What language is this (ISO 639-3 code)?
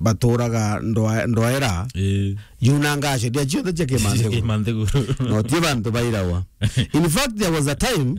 mer